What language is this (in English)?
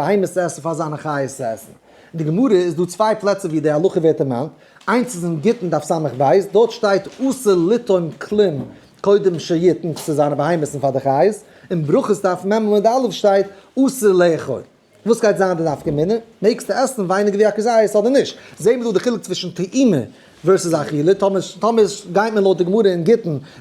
Yiddish